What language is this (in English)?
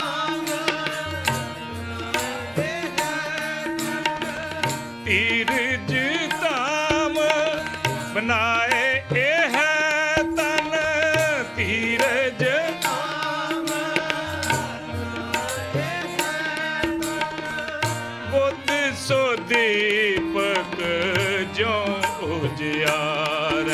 Punjabi